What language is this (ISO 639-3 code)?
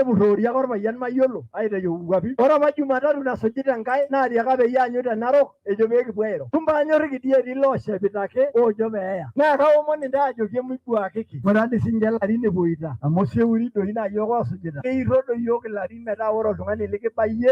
mas